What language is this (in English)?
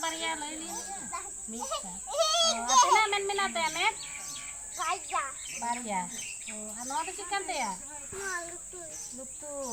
Santali